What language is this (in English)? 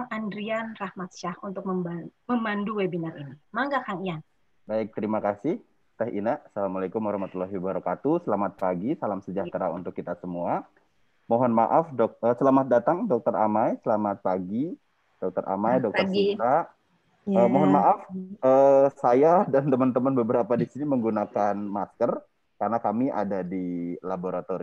Indonesian